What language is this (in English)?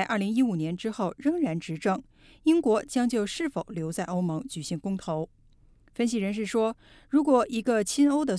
Chinese